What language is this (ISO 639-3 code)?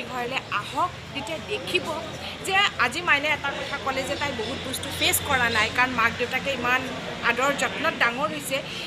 asm